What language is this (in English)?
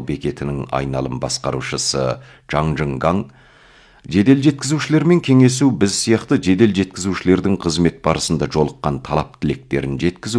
Kazakh